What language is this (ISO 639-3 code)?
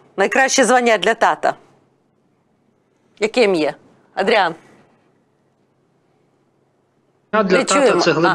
ukr